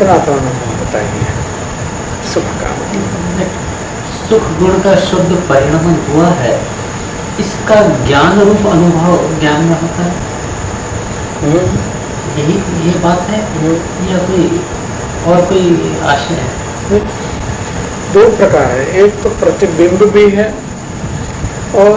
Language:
Hindi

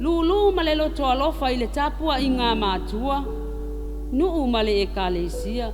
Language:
Samoan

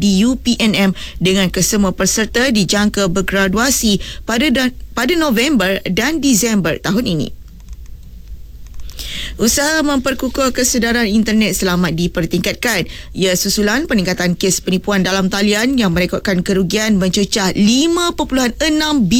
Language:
Malay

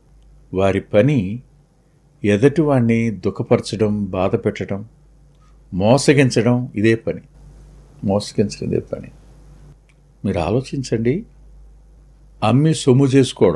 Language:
Telugu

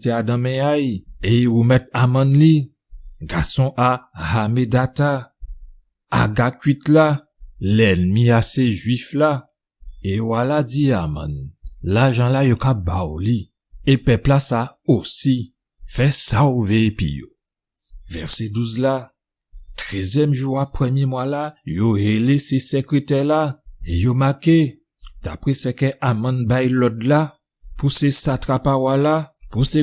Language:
Guadeloupean Creole French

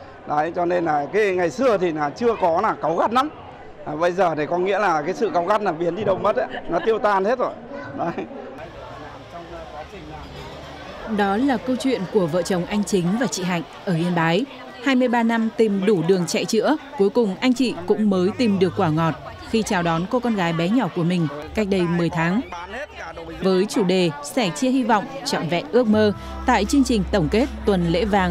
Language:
Vietnamese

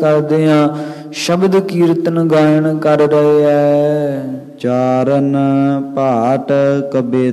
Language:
Punjabi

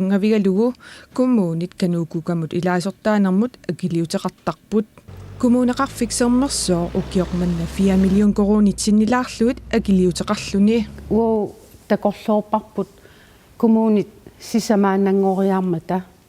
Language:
Kalaallisut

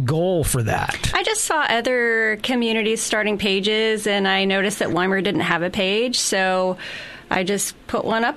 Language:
English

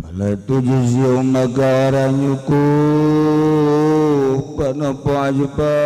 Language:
Sundanese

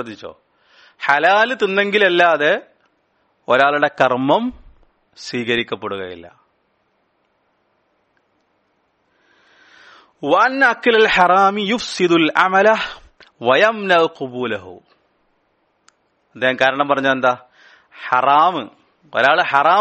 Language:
Malayalam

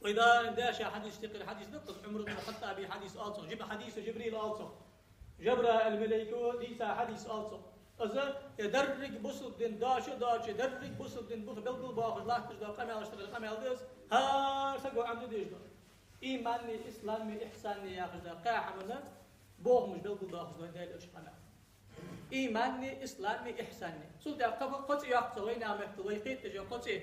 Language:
Ingush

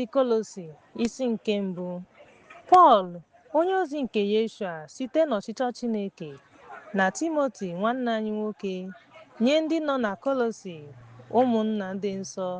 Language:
Igbo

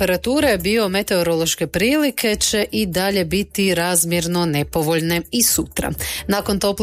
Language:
Croatian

